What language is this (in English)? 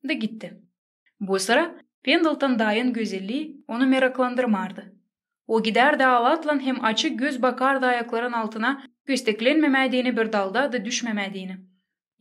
Gagauz